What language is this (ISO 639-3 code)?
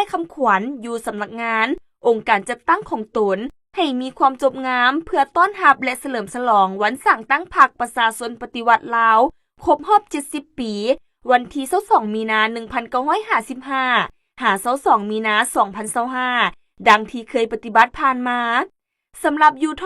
lao